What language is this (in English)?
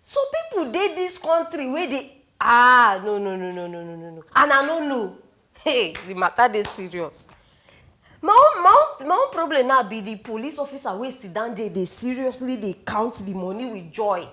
Nigerian Pidgin